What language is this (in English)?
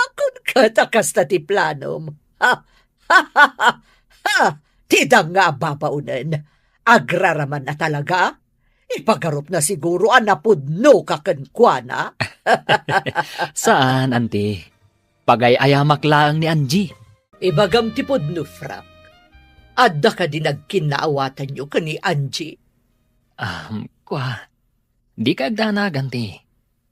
Iloko